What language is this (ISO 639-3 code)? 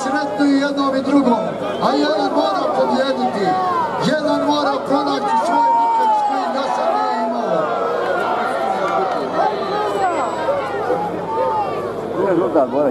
hrv